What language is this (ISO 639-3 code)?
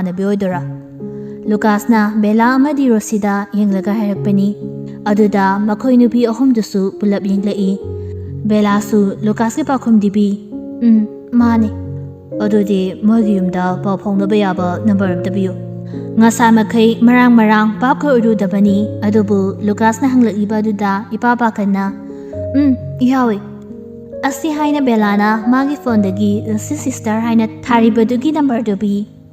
mni